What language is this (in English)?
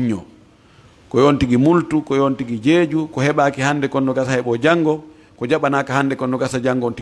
Fula